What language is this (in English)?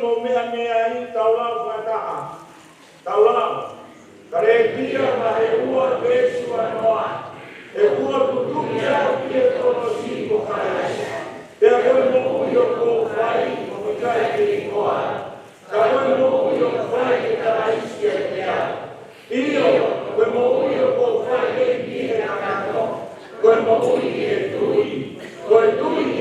Tongan